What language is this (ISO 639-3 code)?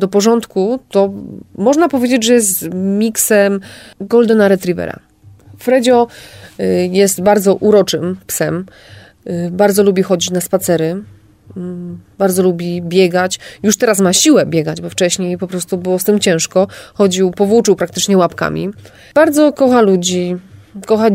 pol